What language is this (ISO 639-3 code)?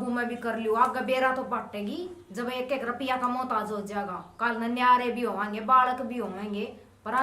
bgc